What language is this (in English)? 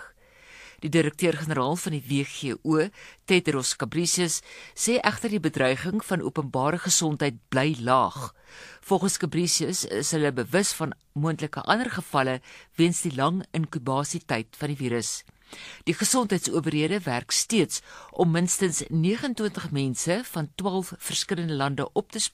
Afrikaans